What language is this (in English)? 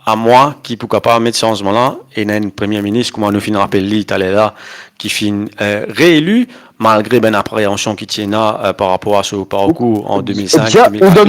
Morisyen